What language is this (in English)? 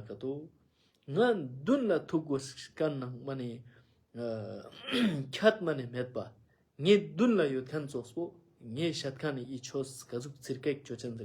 Ladakhi